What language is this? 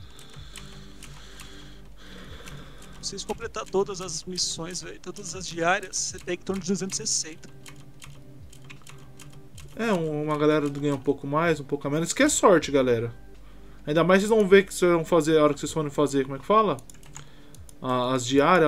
Portuguese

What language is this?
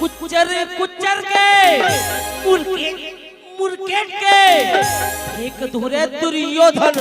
Chhattisgarhi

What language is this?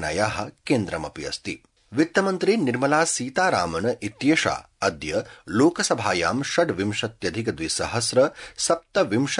Sanskrit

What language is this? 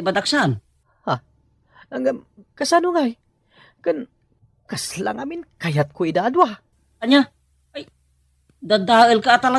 Iloko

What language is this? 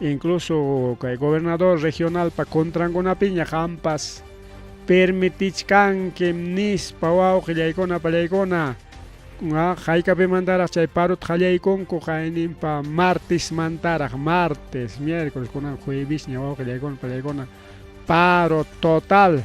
Ayacucho Quechua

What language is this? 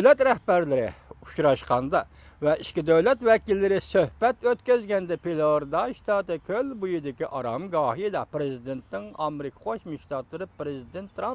Uyghur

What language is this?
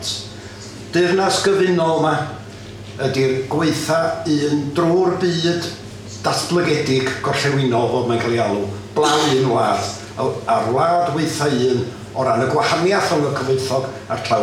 Welsh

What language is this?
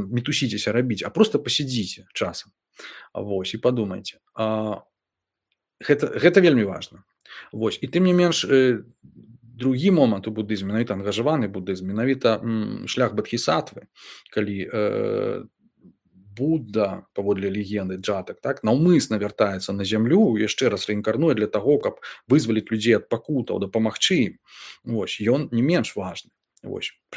Belarusian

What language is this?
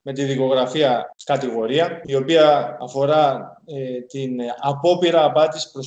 Greek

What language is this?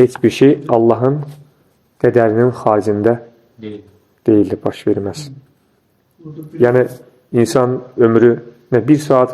Azerbaijani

